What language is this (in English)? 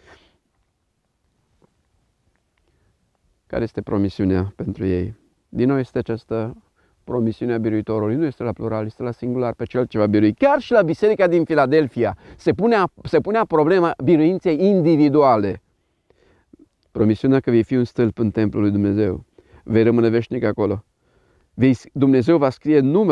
Romanian